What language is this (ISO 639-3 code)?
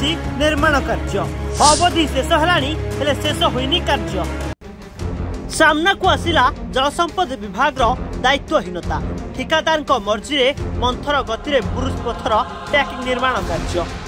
ori